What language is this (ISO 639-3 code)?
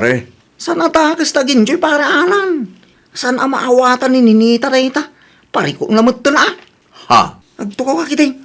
ilo